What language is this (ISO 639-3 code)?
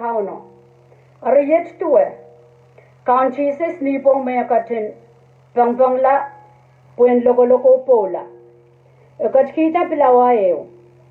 pon